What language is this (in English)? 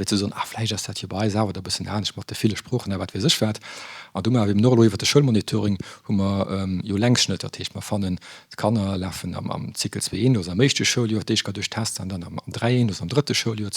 Luxembourgish